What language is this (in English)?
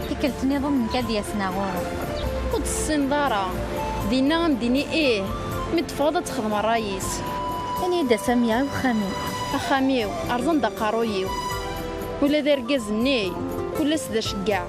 Kabyle